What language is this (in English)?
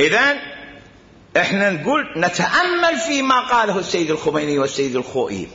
Mesopotamian Arabic